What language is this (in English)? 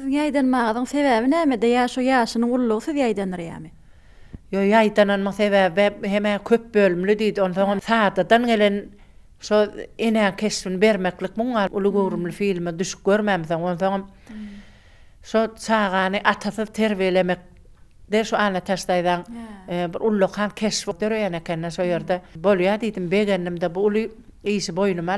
Turkmen